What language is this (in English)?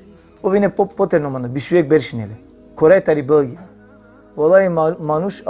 Balkan Romani